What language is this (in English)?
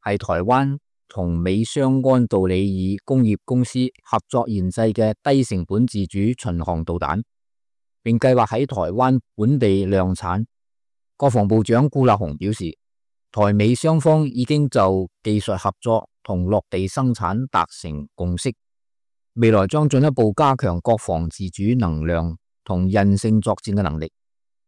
Cantonese